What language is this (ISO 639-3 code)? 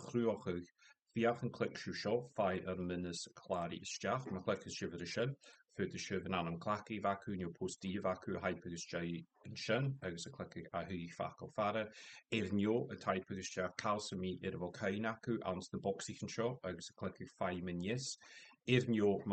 gla